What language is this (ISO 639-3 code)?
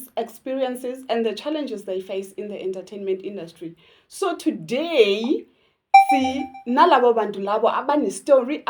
zul